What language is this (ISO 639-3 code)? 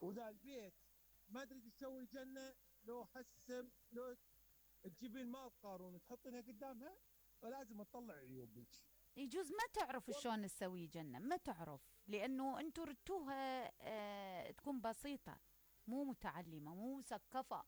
acm